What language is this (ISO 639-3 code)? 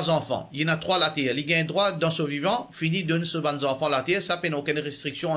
mfe